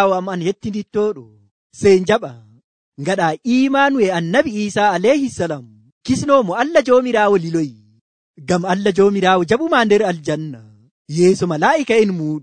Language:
Nigerian Fulfulde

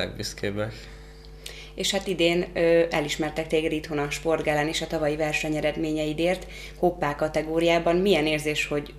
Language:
Hungarian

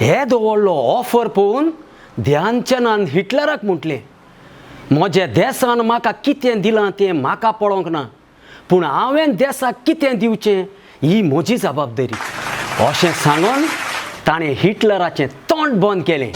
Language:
Konkani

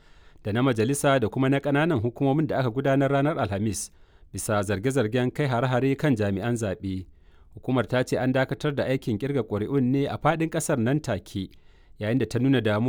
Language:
Hausa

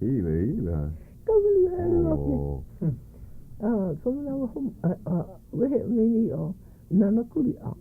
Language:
Hawaiian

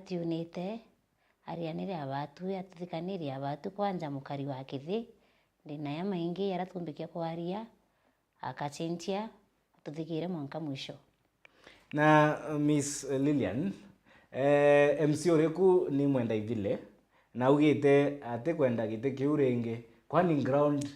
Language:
Meru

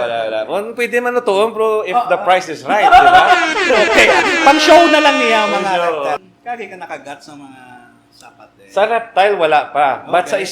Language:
Hiligaynon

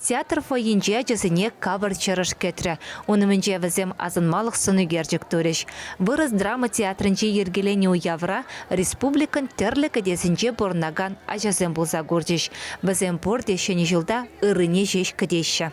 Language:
Chuvash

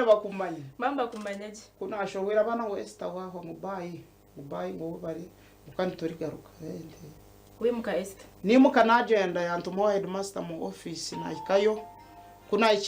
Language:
Nyankole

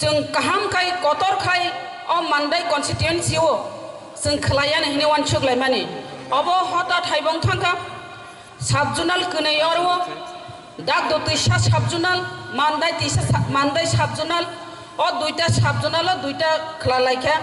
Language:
Kok Borok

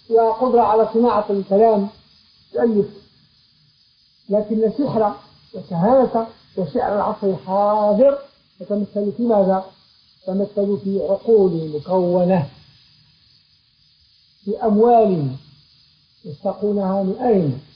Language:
Arabic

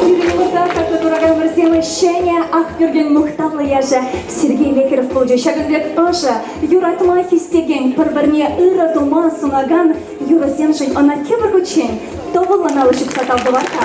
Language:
Chuvash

